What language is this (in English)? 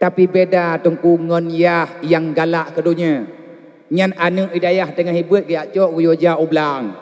Achinese